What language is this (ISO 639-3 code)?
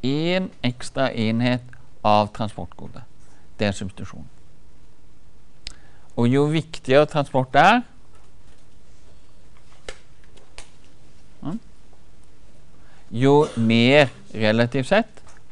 nor